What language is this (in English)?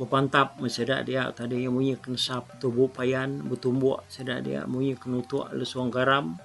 Iban